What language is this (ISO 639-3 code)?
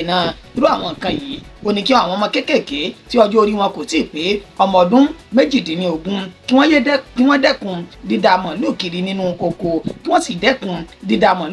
yor